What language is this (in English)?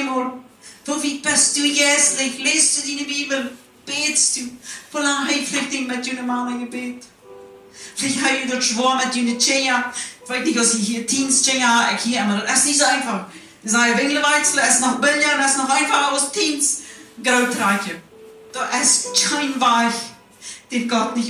Plautdietsch